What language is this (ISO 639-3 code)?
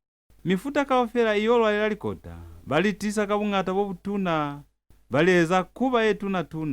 loz